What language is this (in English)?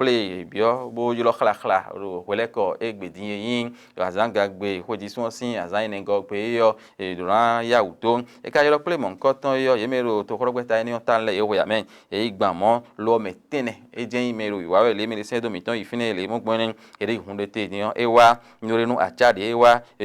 Fon